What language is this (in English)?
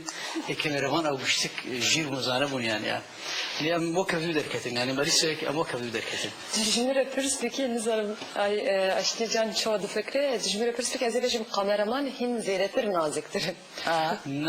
Kurdish